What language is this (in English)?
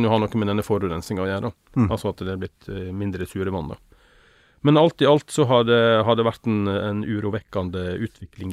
Norwegian